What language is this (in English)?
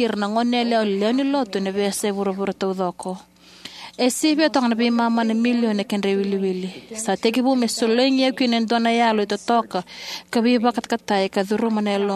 Fijian